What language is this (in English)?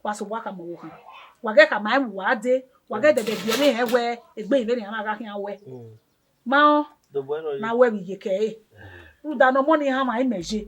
Bini